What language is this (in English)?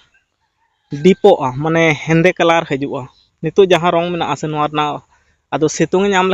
Santali